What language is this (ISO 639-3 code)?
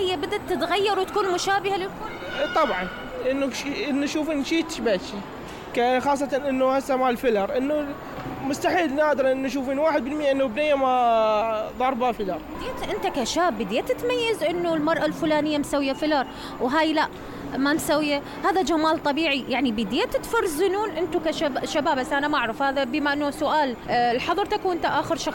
acm